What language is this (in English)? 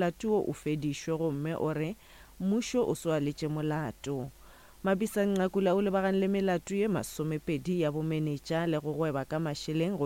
Northern Sotho